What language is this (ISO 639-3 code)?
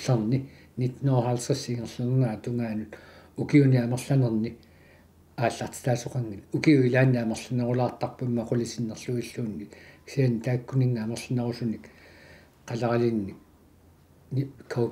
kal